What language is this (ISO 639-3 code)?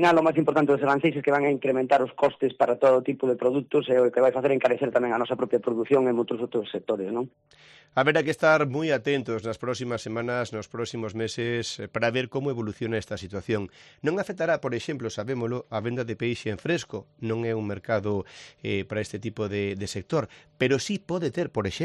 glg